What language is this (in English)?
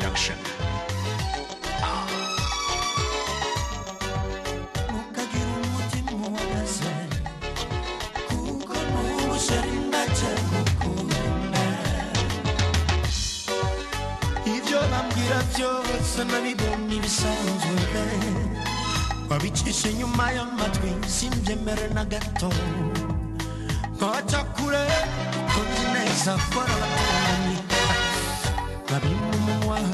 Kinyarwanda